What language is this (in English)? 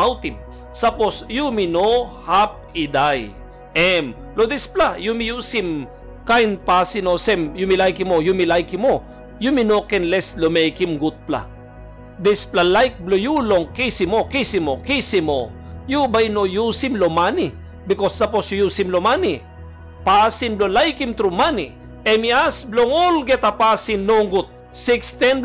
Tok Pisin